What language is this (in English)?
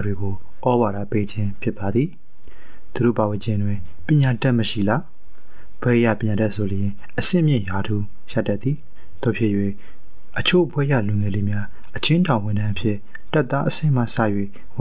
Burmese